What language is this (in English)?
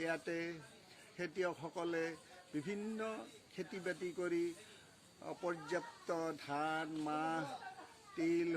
Assamese